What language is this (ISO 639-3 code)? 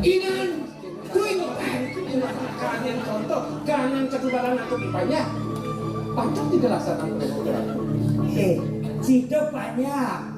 ban